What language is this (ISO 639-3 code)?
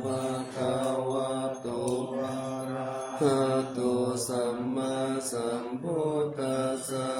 pli